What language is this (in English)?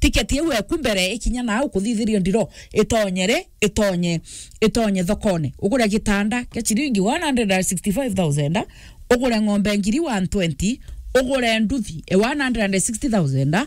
Meru